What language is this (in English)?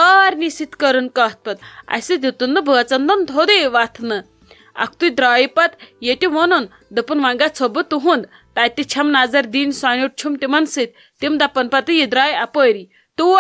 Kashmiri